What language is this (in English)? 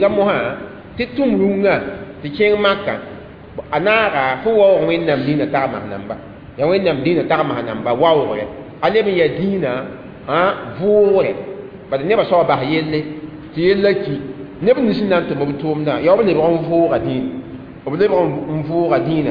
Mossi